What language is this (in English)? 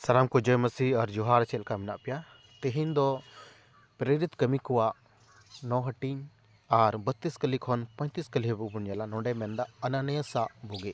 Santali